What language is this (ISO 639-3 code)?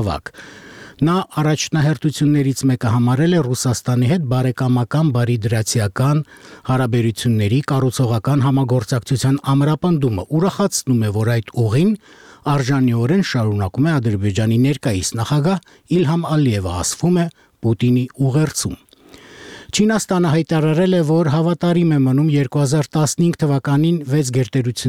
hye